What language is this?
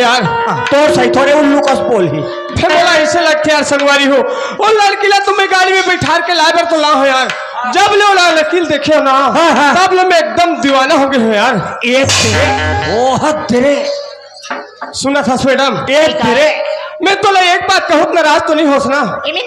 Chhattisgarhi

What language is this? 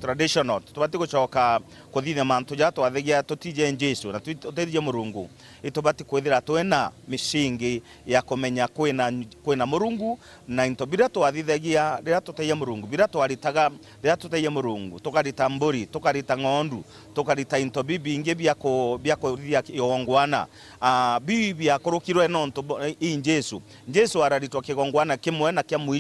Meru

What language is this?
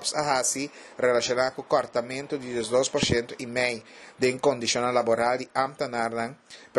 Papiamento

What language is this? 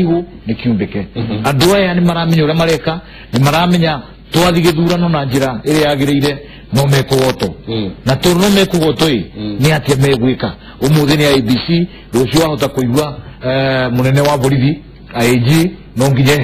Kikuyu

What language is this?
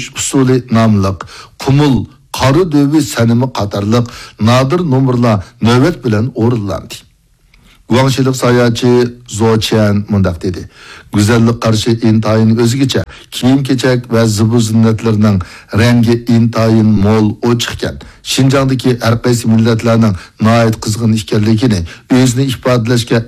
Uyghur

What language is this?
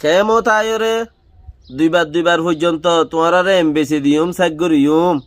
Rohingya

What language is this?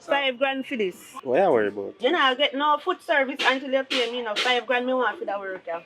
Jamaican Creole English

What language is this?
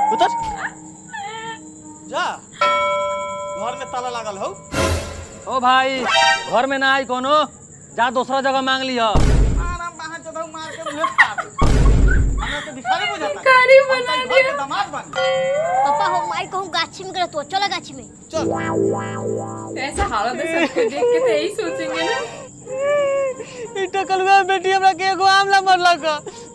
Bhojpuri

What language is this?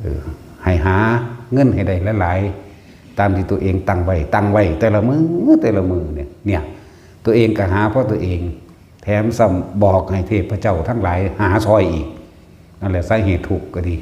Northeastern Thai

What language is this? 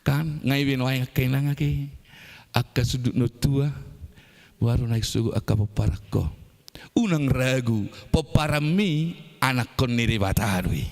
Batak Toba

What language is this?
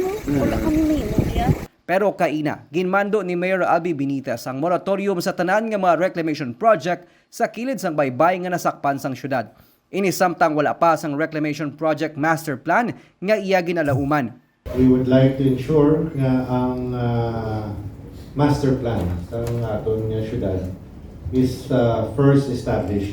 Hiligaynon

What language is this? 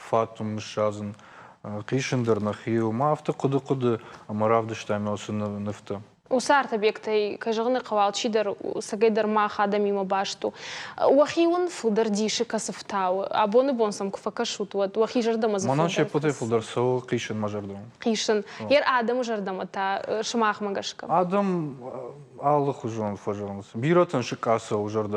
Ossetic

